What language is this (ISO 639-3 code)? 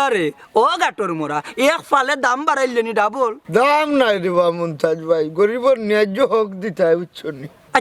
syl